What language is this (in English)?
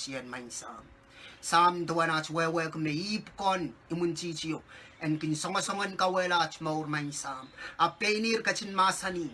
Pohnpeian